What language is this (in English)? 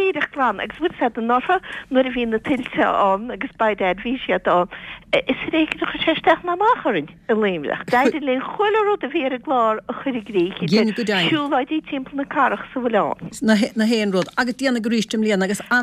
Irish